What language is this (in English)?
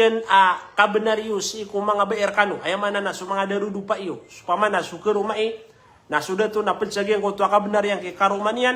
Maranao